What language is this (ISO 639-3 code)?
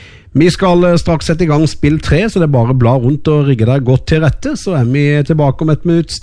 nor